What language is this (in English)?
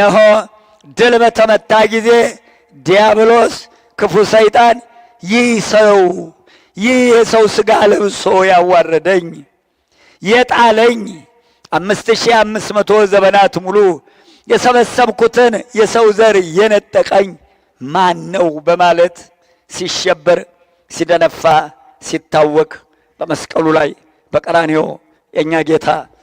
Amharic